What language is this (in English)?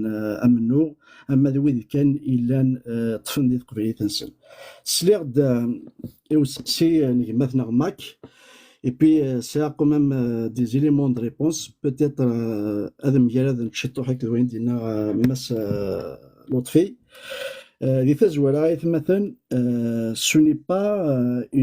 Kabyle